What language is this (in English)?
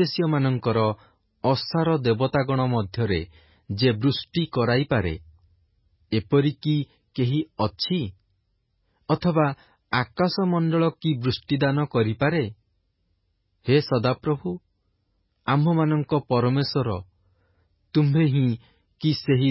Odia